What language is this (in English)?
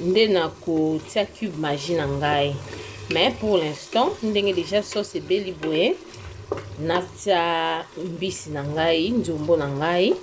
Lingala